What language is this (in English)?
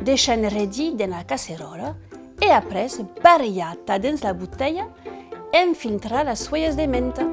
Occitan